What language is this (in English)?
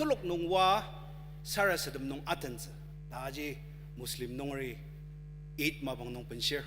Ao Naga